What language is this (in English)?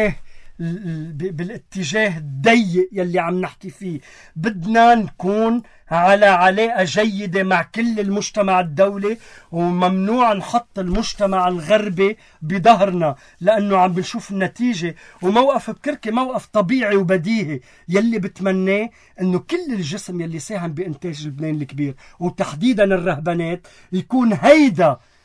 North Levantine Arabic